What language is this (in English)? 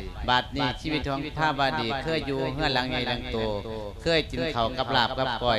Lao